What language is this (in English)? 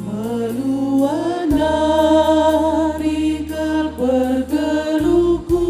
Batak Karo